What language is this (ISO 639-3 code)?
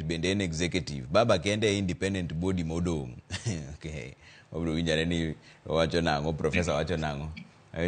luo